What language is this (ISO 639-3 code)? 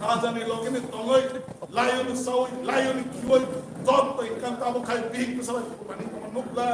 trp